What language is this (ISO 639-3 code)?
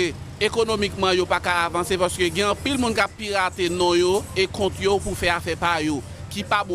hat